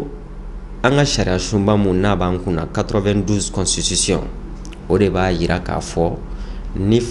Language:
Bambara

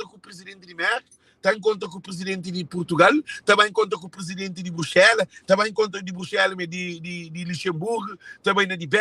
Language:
Kabuverdianu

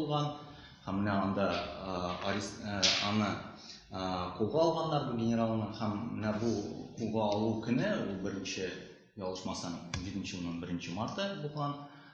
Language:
Tatar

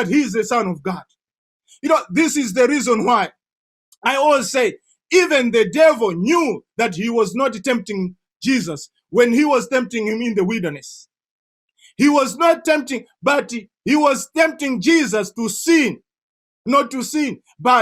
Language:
English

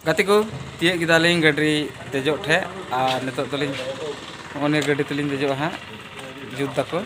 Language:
Santali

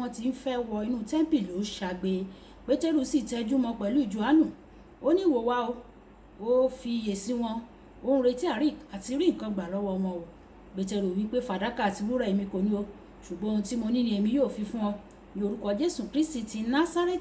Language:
Yoruba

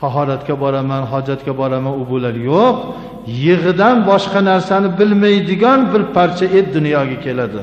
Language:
Uzbek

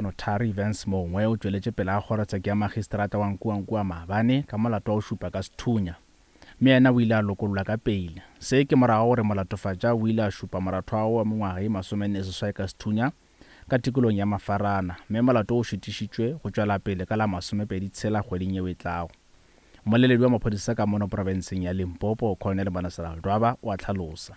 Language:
Northern Sotho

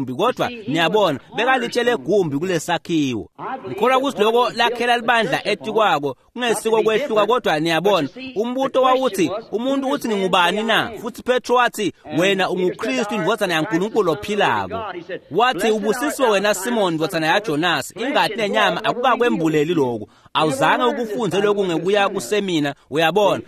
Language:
Swati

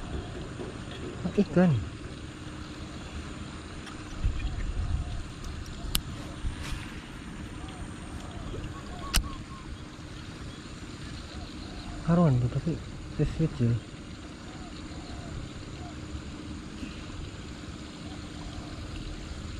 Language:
Malay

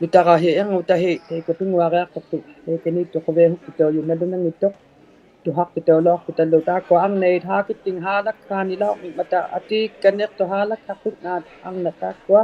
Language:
Inuktitut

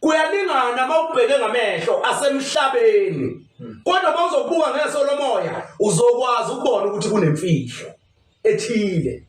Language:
Zulu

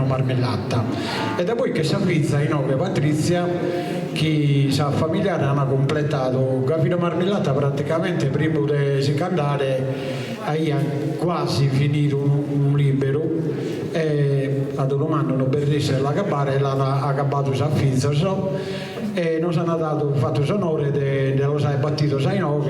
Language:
Sardinian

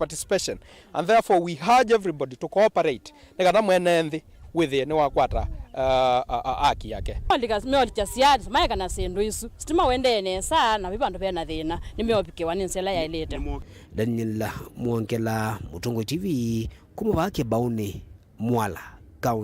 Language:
Kamba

